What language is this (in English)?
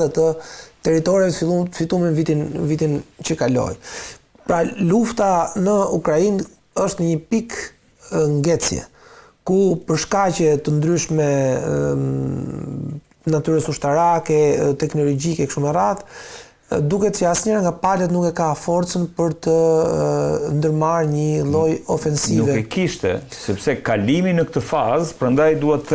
Albanian